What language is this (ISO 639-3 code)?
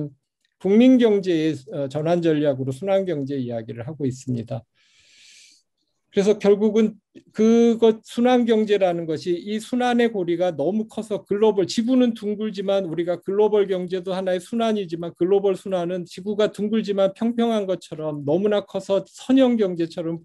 kor